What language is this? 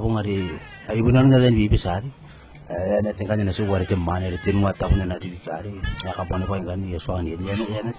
Gilbertese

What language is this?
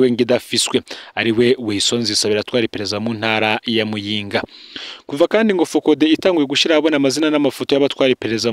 Rundi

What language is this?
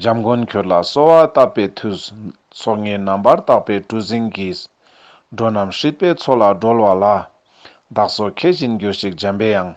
Ladakhi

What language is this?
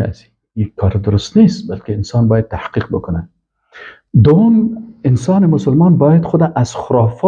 Persian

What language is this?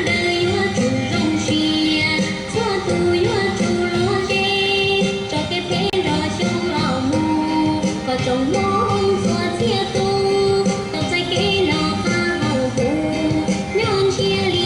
Hmong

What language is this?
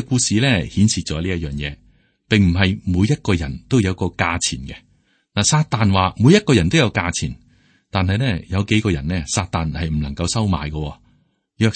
Cantonese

